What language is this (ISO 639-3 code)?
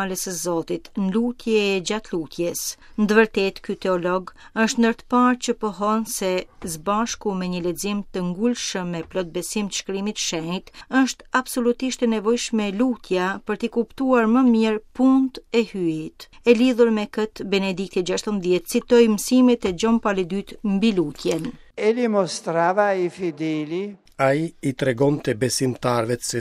sqi